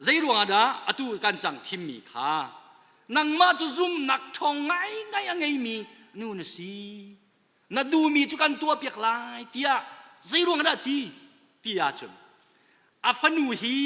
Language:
Hakha Chin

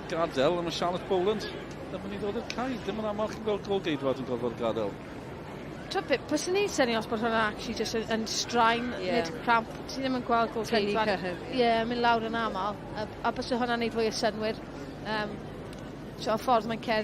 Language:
Welsh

